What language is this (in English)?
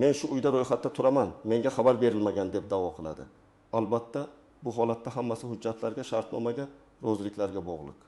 Uzbek